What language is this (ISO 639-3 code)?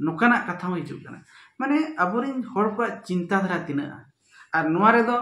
sat